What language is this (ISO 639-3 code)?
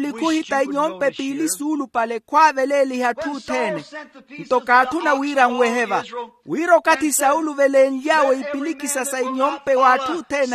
vmw